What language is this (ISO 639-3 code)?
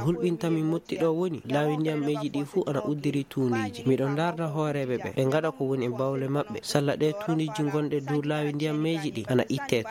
ful